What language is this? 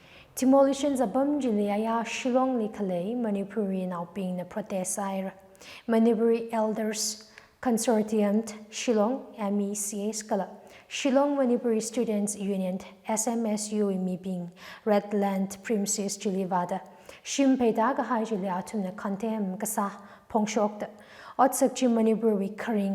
Tangkhul Naga (India)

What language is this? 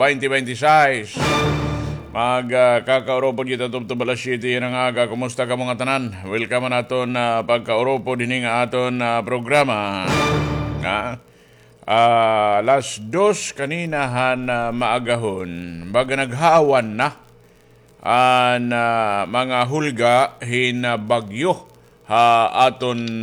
Waray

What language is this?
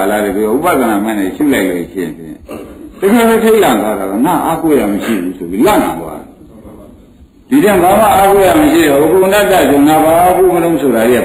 Burmese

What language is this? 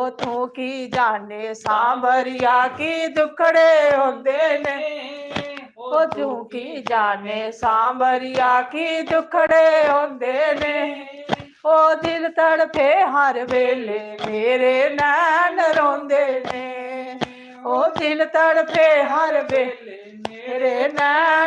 Dogri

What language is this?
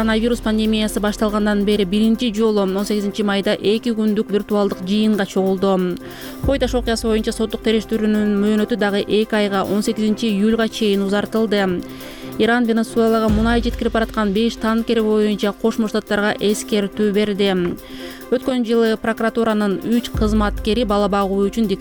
Kyrgyz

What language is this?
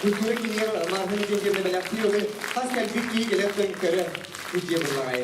Yakut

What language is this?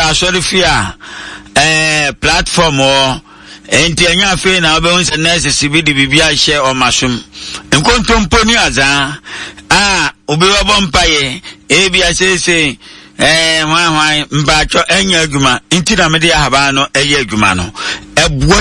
Akan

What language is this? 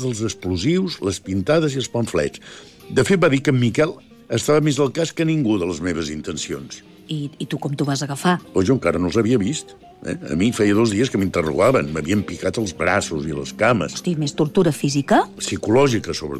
Catalan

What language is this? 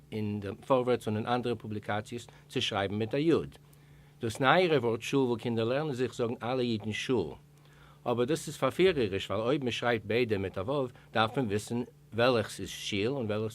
Yiddish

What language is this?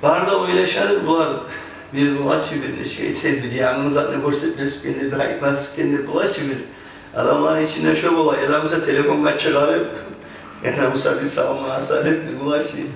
Kumyk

